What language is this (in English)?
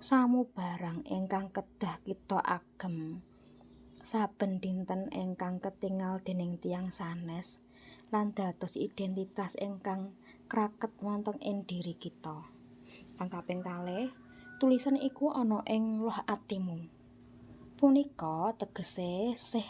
Javanese